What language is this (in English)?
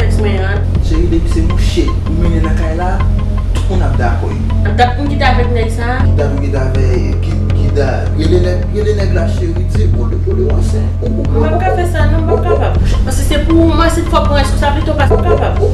Haitian Creole